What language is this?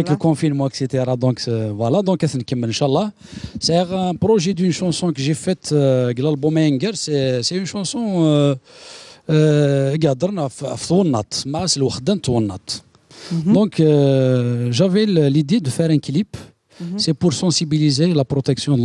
Kabyle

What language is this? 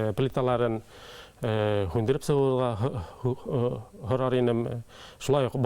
Bashkir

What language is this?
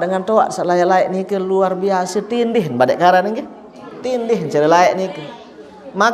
Sasak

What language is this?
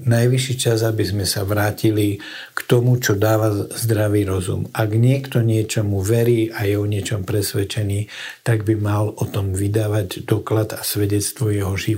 Slovak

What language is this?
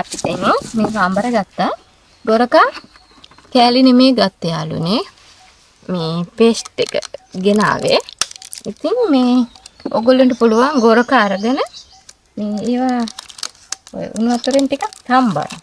Sinhala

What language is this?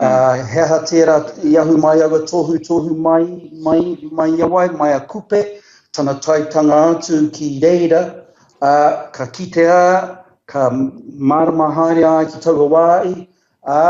Māori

